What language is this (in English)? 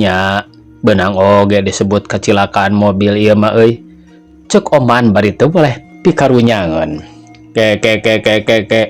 Sundanese